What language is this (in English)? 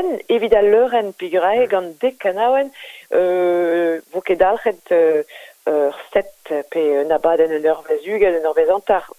Breton